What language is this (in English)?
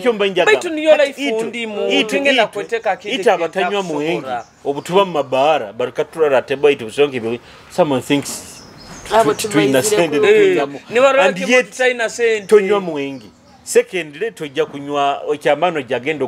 Nyoro